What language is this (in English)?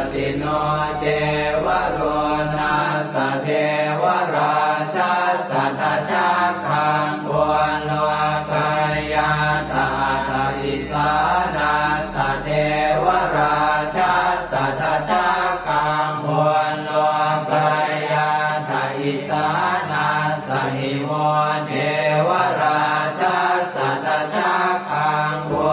Pali